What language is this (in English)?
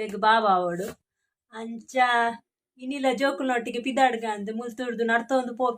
Tulu